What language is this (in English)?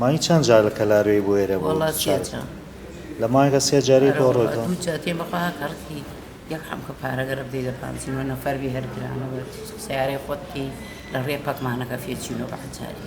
Central Kurdish